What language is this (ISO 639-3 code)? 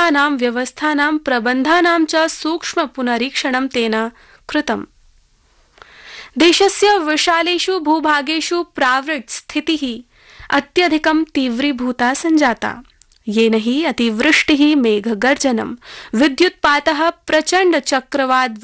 san